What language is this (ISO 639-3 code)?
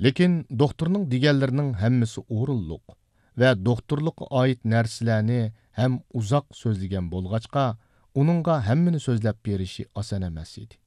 uig